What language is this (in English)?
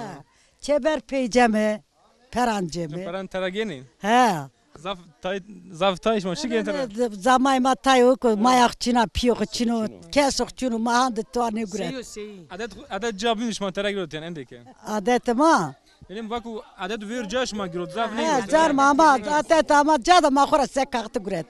Zaza